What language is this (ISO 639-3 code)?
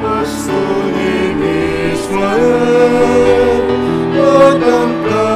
pam